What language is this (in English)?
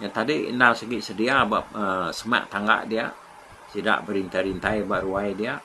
Iban